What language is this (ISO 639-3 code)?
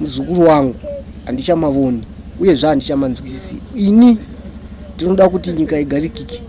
sna